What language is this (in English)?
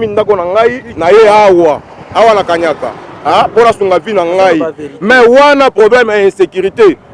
Lingala